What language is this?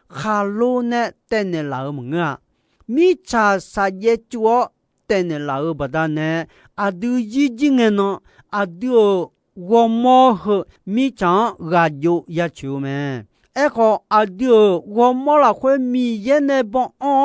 Akha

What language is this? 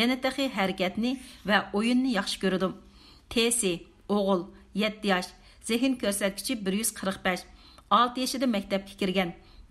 Uyghur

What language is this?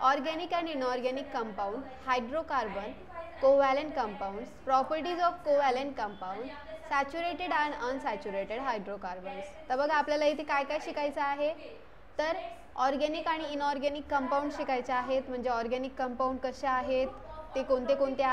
Marathi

